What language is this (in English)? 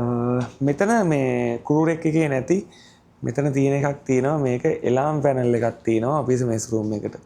Sinhala